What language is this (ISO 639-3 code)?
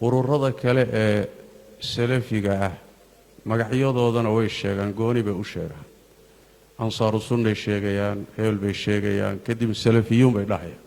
som